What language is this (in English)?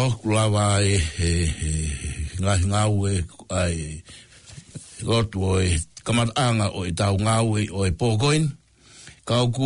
Tongan